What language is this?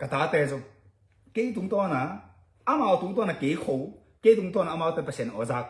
Tedim Chin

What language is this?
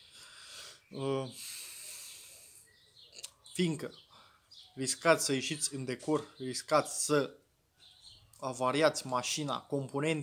Romanian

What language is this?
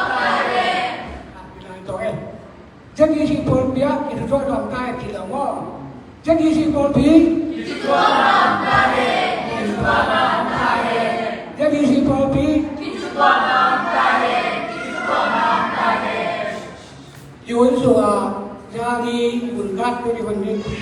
Tedim Chin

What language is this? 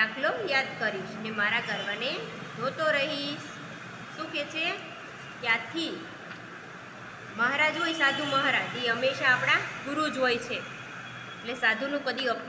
Gujarati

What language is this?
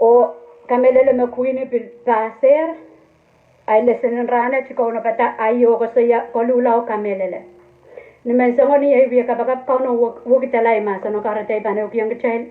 Pohnpeian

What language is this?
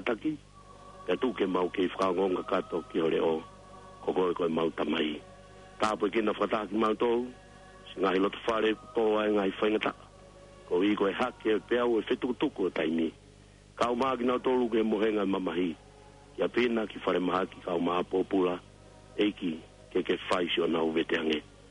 Tongan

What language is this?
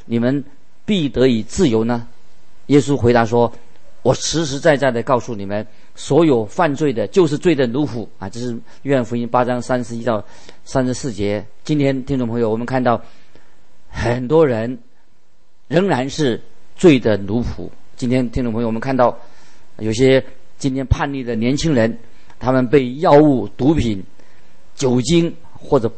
Chinese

